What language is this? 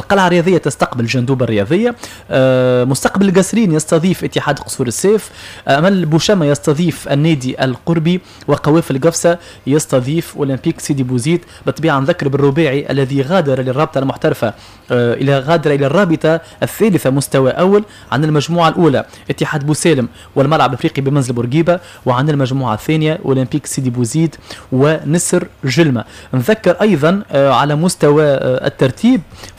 Tunisian Arabic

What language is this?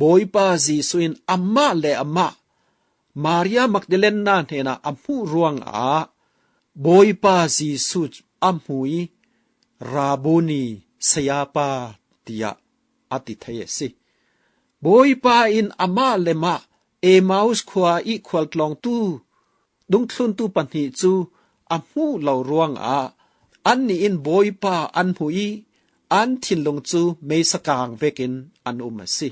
Falam Chin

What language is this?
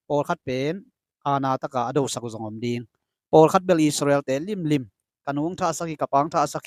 Tedim Chin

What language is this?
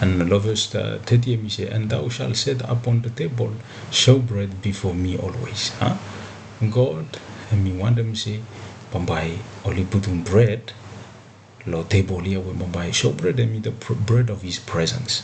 Bislama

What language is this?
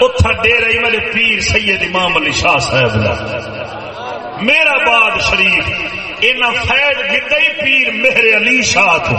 Saraiki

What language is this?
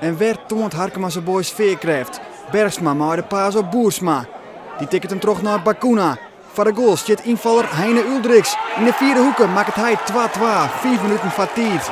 Western Frisian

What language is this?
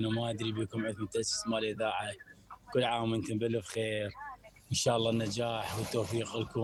Mesopotamian Arabic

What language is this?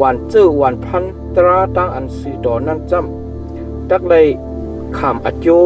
Shan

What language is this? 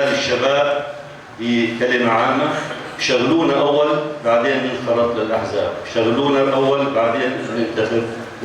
North Levantine Arabic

